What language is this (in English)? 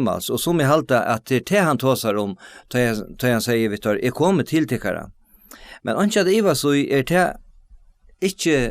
Faroese